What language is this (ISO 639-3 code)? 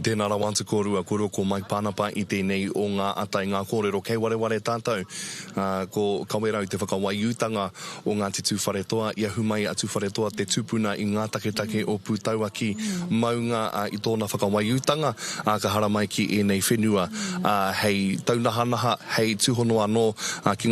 mri